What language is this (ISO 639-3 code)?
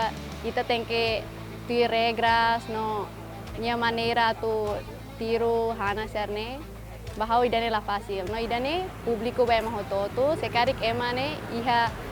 tet